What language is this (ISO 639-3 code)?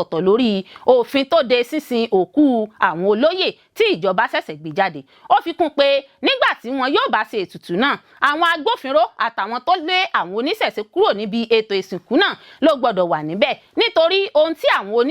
yor